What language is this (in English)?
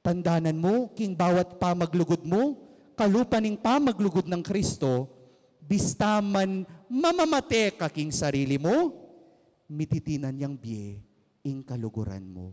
Pampanga